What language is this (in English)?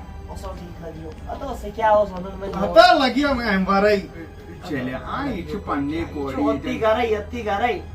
Kashmiri